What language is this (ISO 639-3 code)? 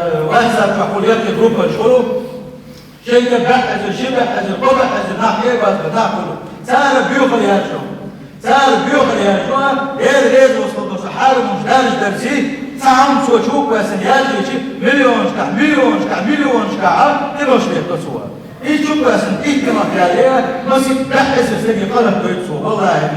che